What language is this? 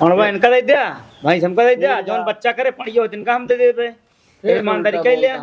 Awadhi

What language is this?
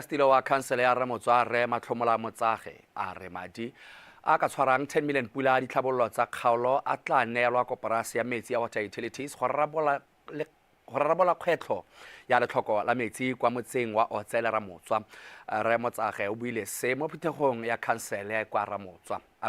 Tswana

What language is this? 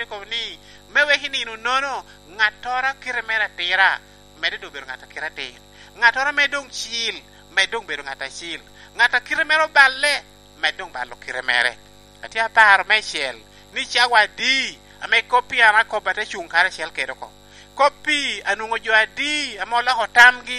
Lango (Uganda)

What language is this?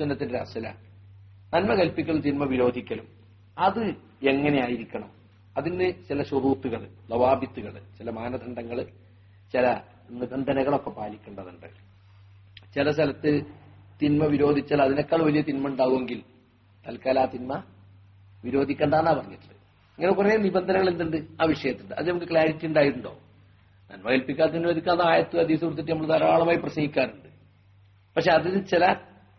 Malayalam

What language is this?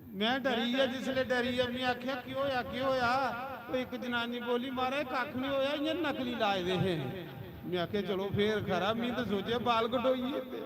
Dogri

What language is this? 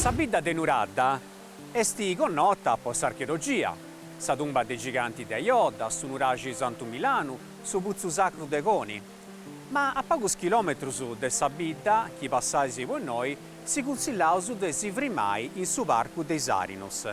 Sardinian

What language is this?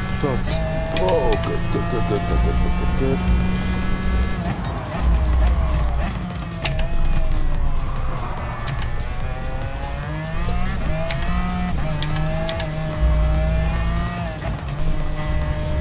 Dutch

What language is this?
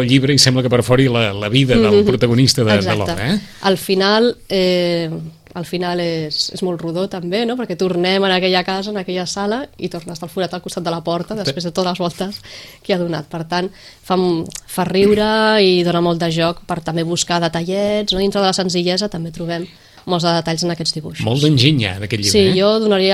Catalan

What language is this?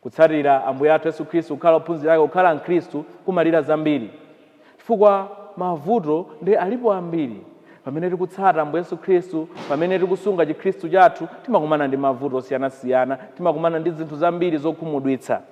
Nyanja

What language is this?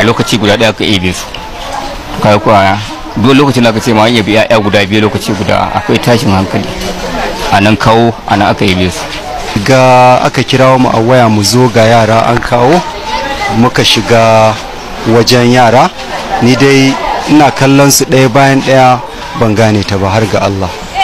Hausa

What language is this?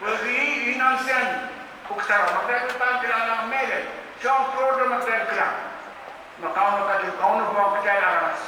Pohnpeian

